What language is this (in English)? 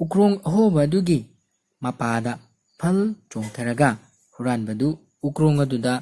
Manipuri